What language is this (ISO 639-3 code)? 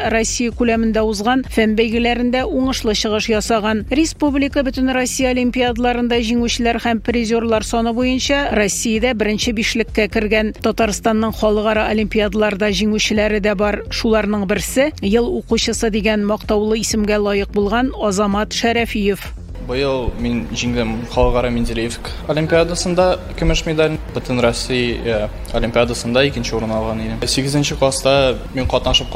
tat